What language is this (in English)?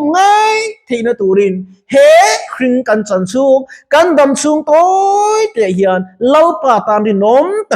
Mizo